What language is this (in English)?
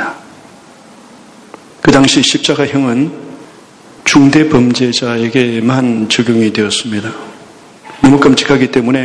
Korean